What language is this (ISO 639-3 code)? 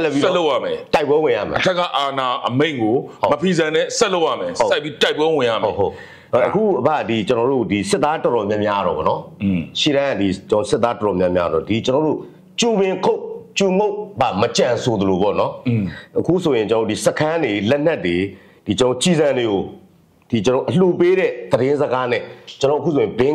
mya